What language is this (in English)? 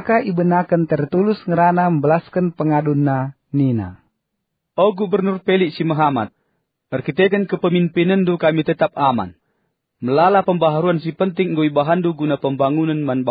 Batak Karo